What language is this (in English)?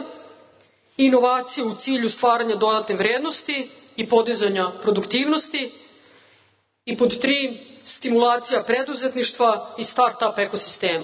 Serbian